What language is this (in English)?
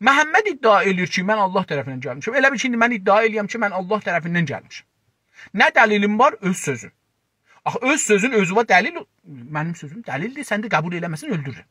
South Azerbaijani